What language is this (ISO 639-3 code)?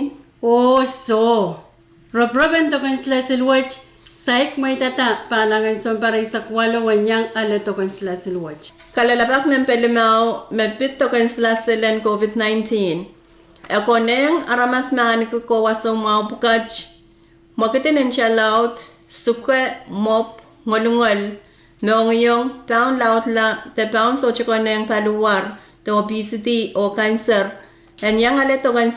pon